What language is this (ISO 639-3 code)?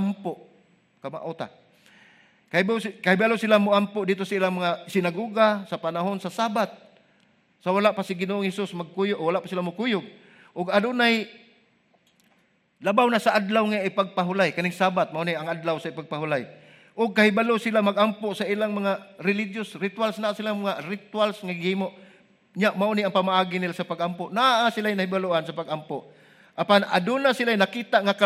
ceb